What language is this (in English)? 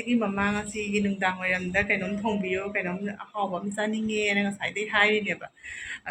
Manipuri